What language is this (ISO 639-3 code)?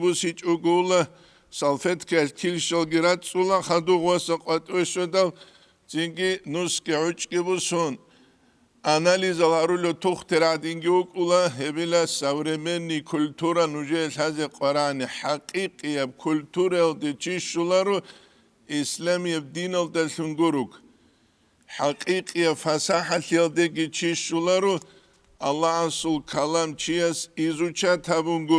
ava